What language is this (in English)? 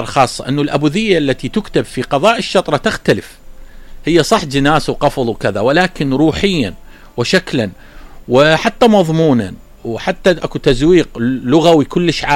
Mesopotamian Arabic